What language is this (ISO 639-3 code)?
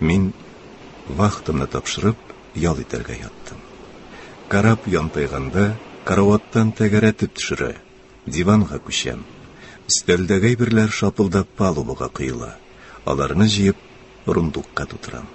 tat